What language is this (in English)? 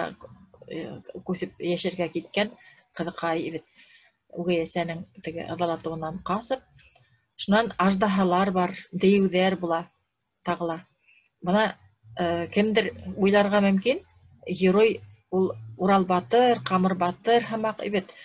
Bashkir